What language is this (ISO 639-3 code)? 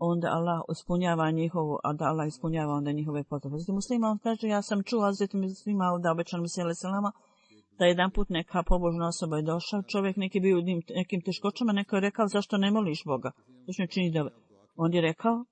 bos